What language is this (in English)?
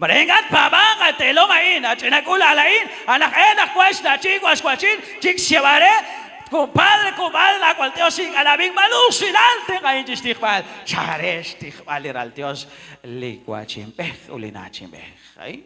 Kekchí